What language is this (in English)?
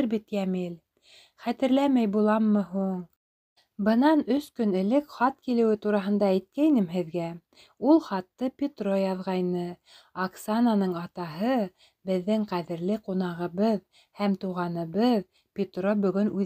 Bashkir